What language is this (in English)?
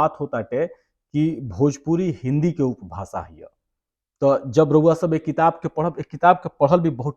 Bhojpuri